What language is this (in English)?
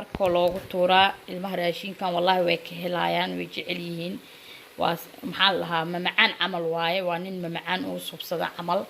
Somali